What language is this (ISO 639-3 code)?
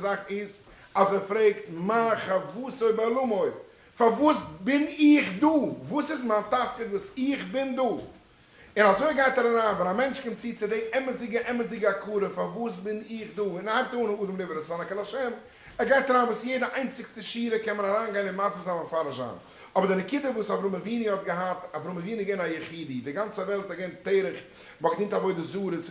yid